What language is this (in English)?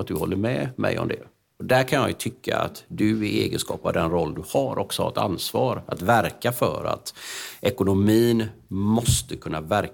Swedish